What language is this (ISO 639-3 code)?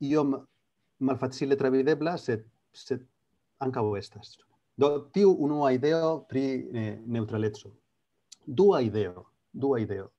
epo